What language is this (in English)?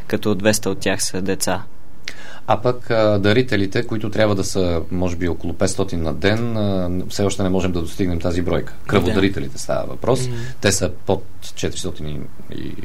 Bulgarian